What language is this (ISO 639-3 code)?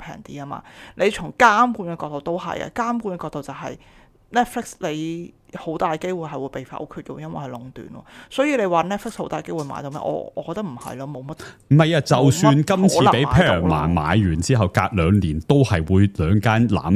yue